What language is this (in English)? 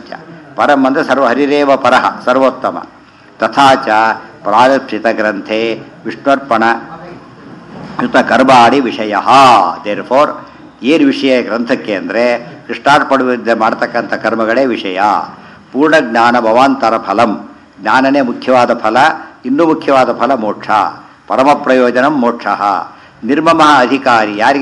Kannada